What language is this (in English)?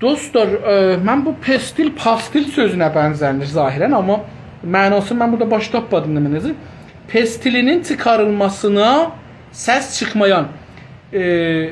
South Azerbaijani